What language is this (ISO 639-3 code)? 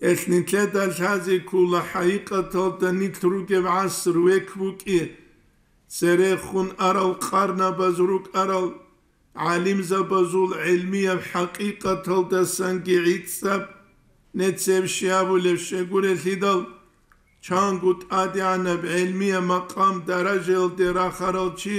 ava